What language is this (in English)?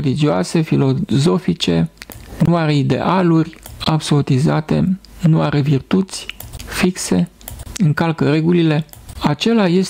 Romanian